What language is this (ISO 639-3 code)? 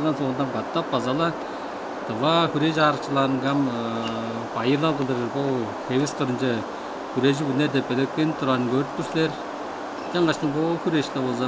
tyv